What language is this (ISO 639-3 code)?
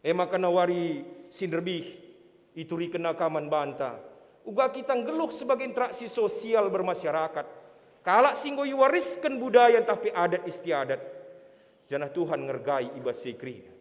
btx